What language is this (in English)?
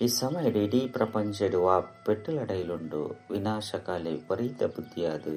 Tulu